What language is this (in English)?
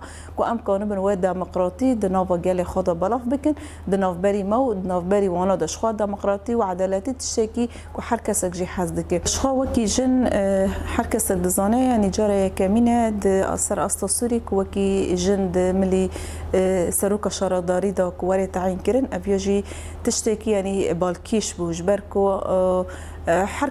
Kurdish